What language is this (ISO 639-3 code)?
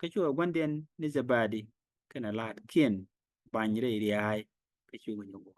nus